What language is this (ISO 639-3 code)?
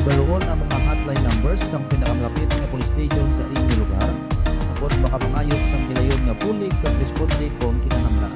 hil